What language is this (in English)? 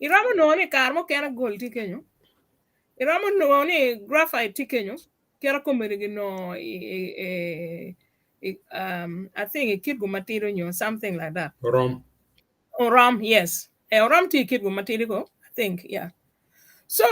Acoli